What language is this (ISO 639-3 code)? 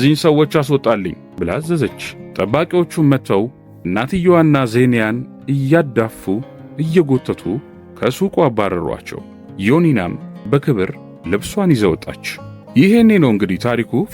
amh